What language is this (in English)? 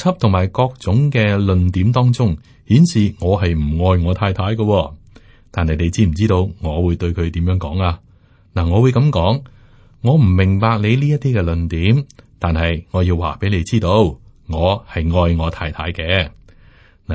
Cantonese